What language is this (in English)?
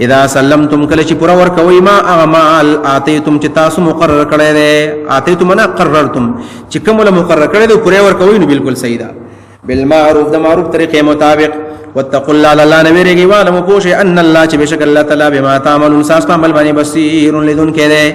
Pashto